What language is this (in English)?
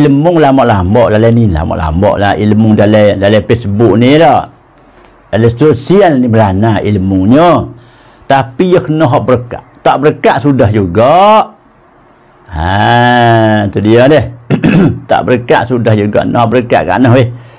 Pattani Malay